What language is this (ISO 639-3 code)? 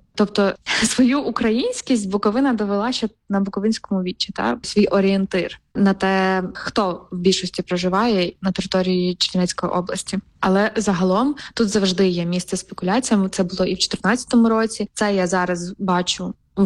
ukr